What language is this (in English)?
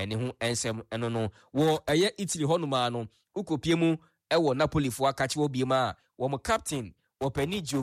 Akan